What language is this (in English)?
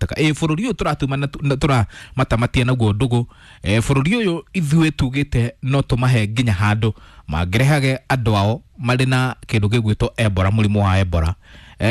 Kikuyu